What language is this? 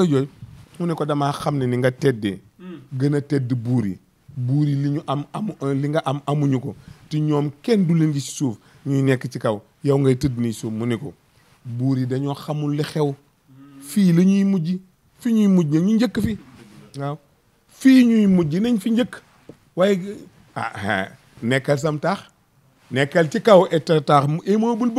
Wolof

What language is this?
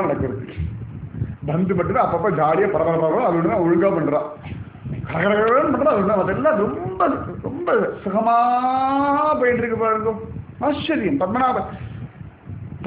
Tamil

